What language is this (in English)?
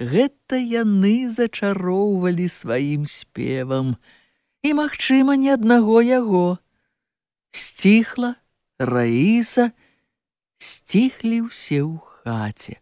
Belarusian